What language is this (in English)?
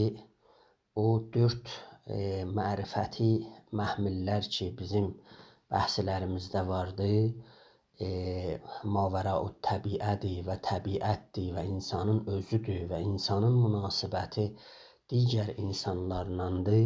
South Azerbaijani